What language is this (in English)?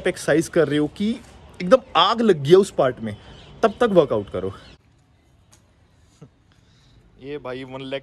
Hindi